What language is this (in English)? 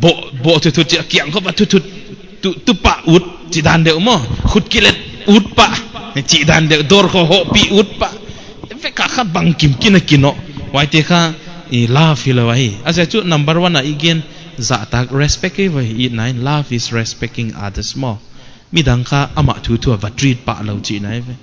Paite Chin